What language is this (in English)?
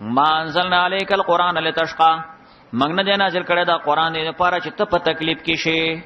Pashto